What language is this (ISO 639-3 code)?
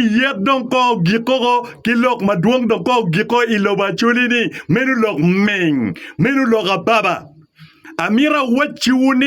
ach